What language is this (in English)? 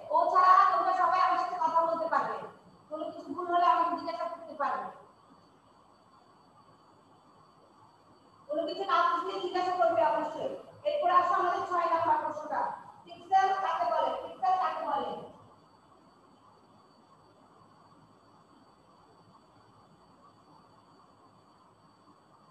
Bangla